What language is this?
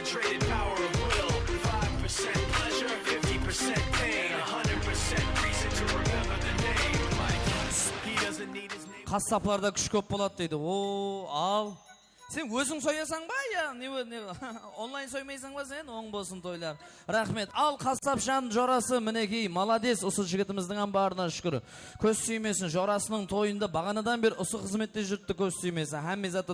Kara-Kalpak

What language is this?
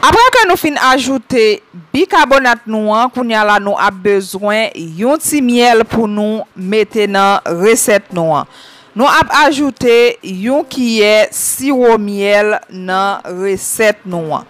Haitian Creole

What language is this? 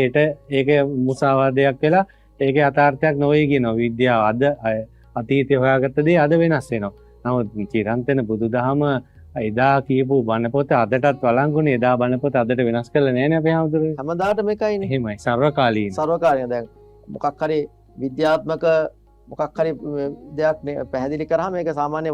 Sinhala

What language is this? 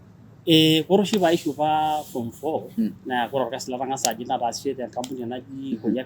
Masai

